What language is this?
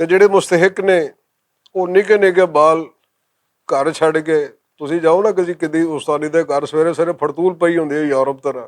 Western Panjabi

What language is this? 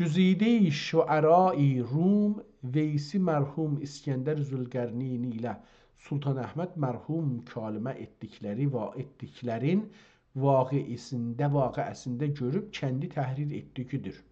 South Azerbaijani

